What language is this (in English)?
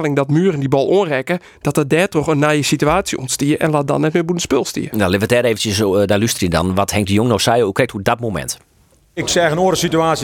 Western Frisian